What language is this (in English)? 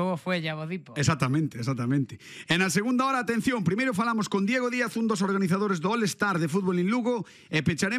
Galician